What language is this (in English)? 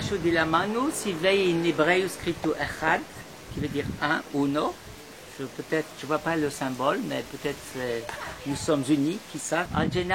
Ladino